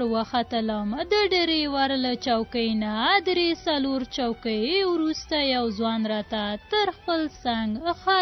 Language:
Pashto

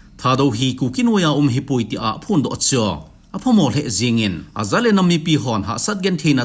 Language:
Thado Chin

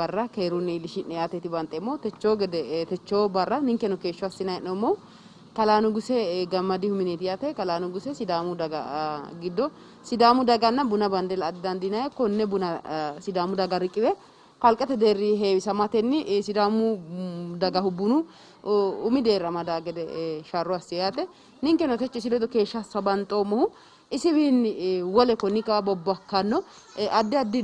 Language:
Sidamo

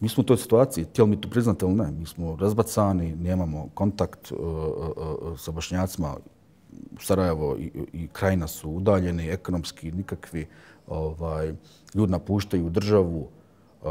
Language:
Bosnian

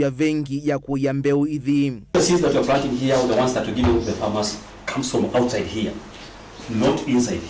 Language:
Kamba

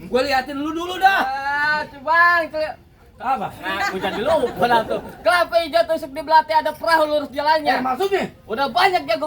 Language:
Betawi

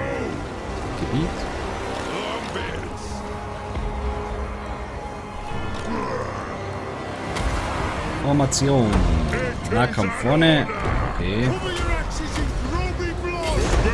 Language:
German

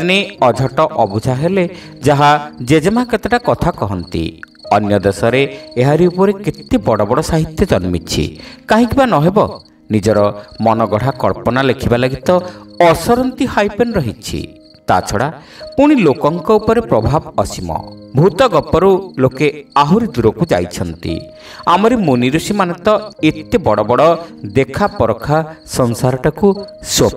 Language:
Odia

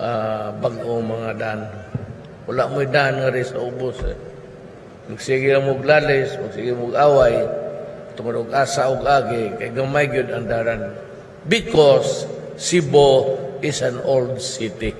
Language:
Cebuano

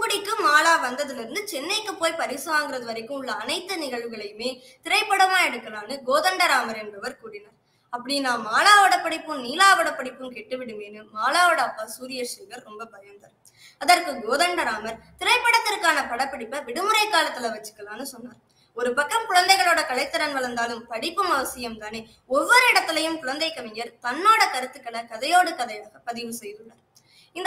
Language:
Tamil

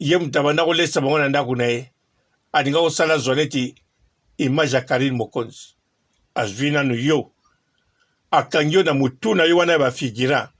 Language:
Lingala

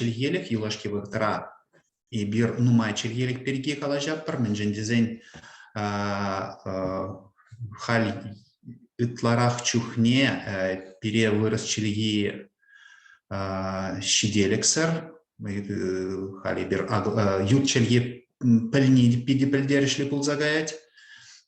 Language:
Chuvash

